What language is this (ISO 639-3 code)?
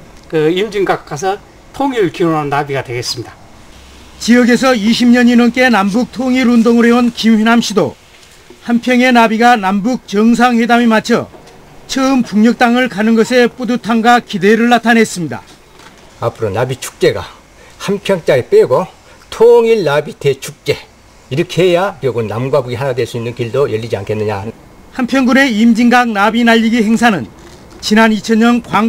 kor